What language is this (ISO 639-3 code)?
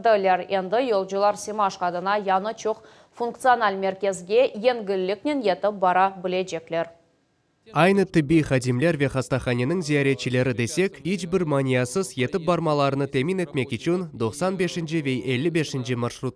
crh